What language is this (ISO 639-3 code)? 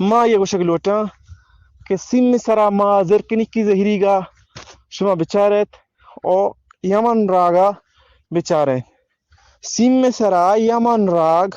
bgp